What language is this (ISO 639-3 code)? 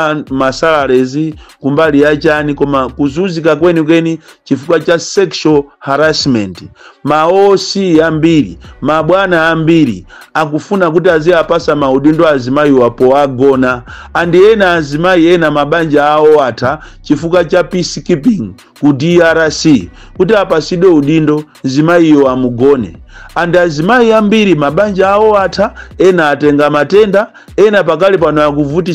nya